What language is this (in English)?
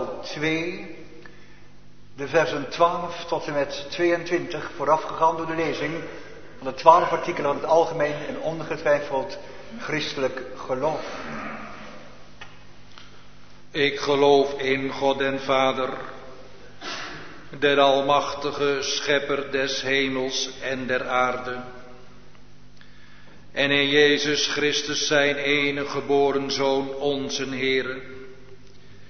Dutch